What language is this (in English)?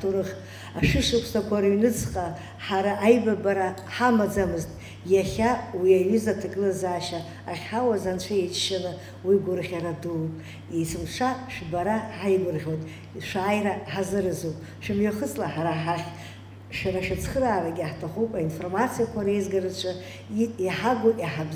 Abkhazian